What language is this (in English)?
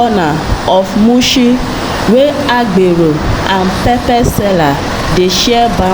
Nigerian Pidgin